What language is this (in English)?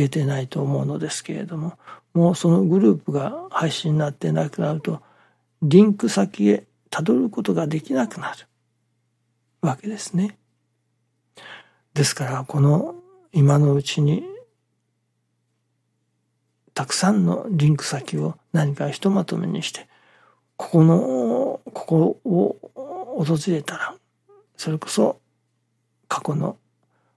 Japanese